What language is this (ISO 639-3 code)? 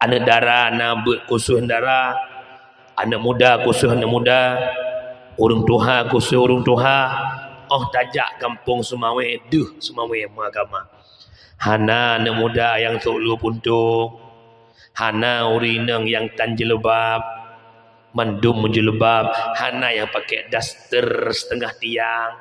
ace